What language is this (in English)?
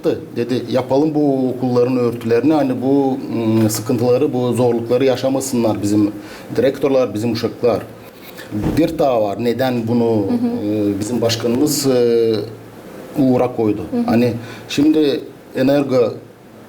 Gagauz